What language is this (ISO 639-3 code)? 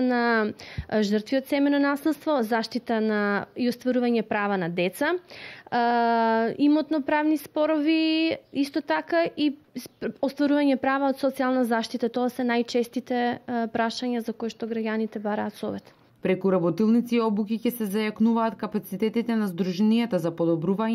mkd